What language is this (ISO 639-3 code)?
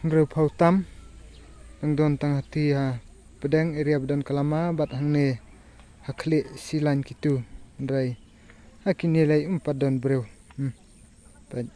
kha